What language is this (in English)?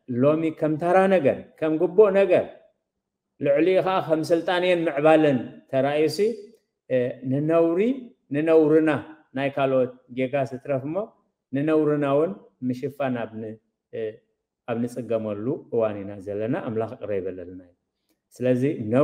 Tigrinya